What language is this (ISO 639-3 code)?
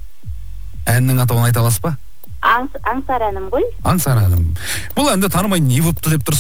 kaz